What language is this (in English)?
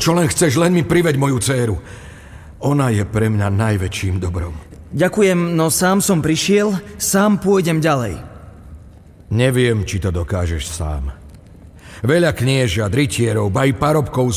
Slovak